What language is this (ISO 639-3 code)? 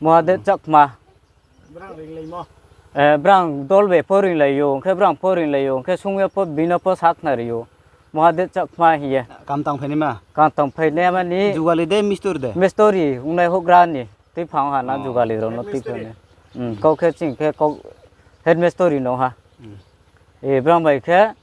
ria